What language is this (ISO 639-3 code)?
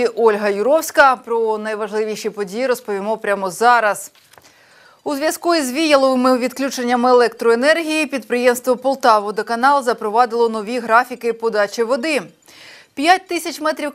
ukr